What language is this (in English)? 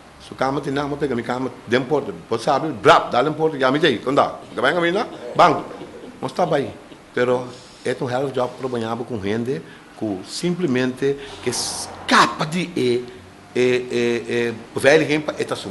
Papiamento